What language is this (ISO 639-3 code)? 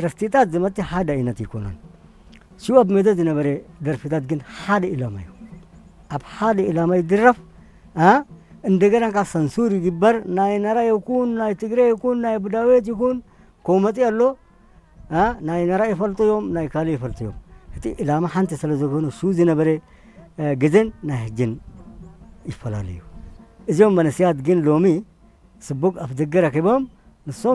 tir